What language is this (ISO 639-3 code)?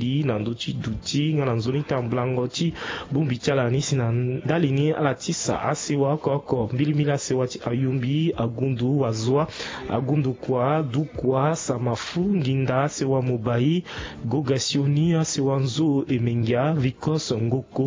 sag